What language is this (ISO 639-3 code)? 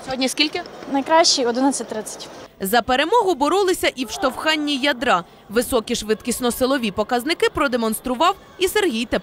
ukr